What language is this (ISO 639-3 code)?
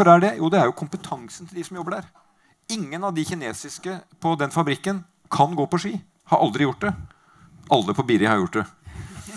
nor